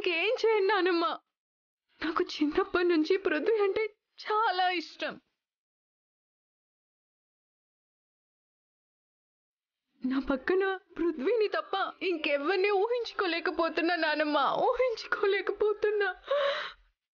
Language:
Telugu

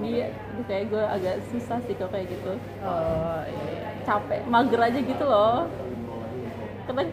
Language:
Indonesian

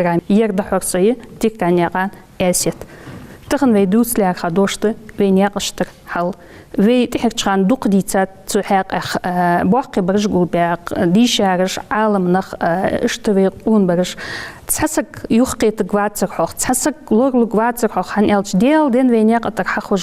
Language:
Ingush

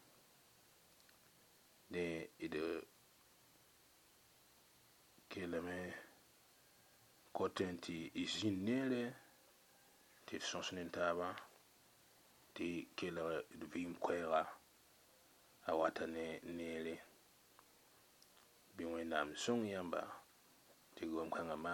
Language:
Mossi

